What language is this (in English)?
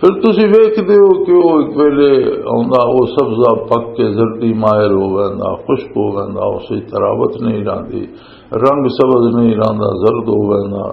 Western Panjabi